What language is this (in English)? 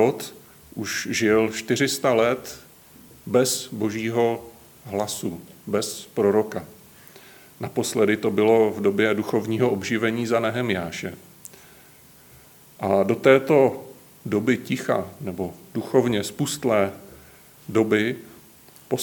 Czech